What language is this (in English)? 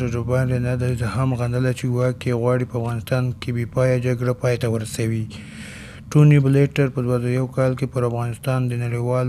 Pashto